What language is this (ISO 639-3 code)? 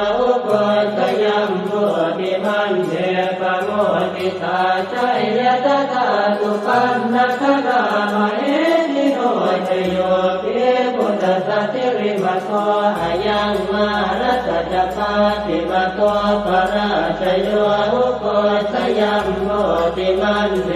pli